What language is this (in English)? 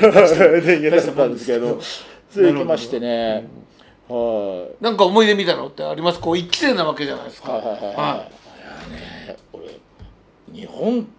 Japanese